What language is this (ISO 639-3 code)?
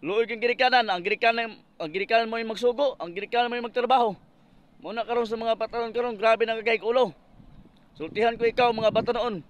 ceb